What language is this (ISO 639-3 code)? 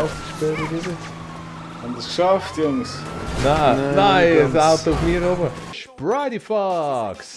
gsw